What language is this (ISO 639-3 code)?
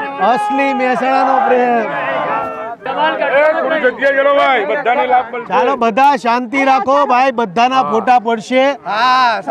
guj